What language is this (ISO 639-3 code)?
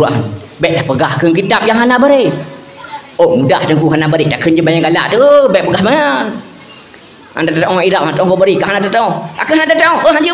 ace